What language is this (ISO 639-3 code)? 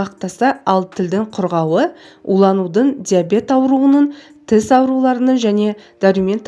kaz